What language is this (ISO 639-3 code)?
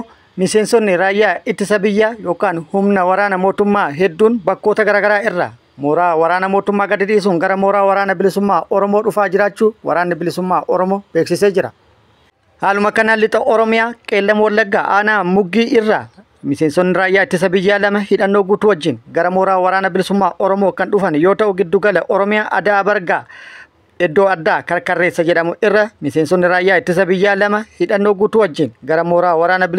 orm